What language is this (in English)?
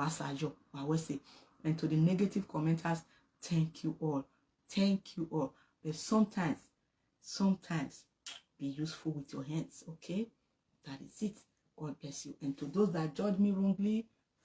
Nigerian Pidgin